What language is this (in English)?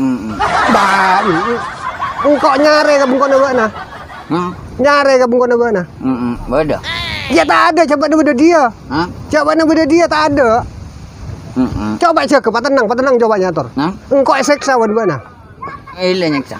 Madurese